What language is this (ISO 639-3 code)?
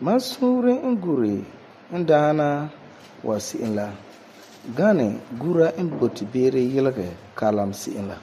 gur